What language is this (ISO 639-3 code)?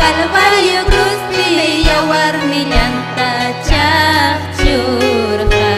quy